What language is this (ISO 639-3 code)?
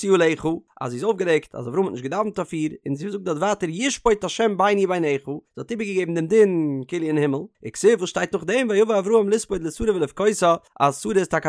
yid